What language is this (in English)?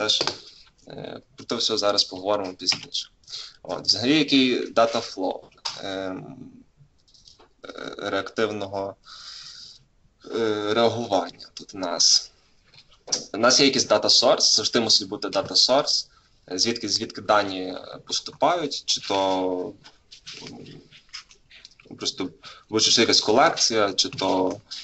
Ukrainian